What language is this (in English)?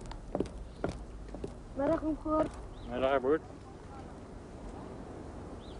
Afrikaans